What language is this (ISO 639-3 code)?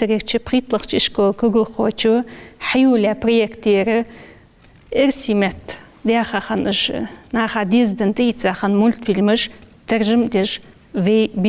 inh